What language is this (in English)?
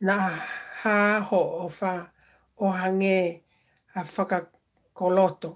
Tongan